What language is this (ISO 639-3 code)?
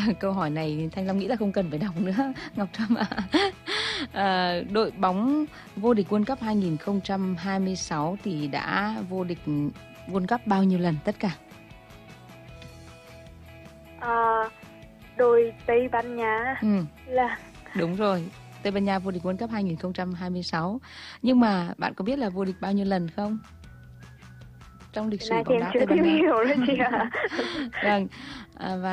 vie